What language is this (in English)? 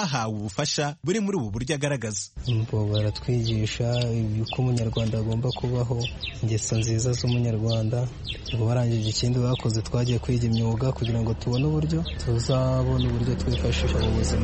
Kinyarwanda